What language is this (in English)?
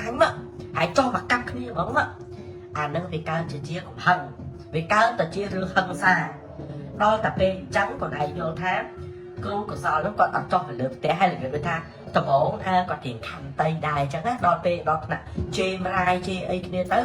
Khmer